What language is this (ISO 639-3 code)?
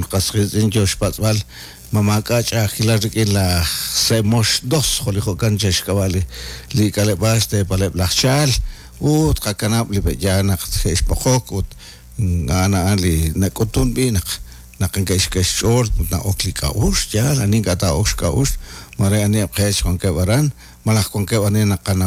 kek